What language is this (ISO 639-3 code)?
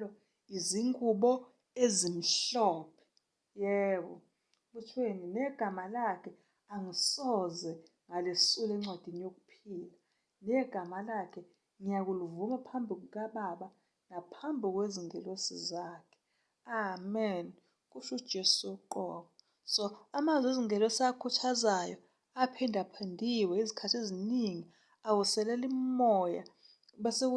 zul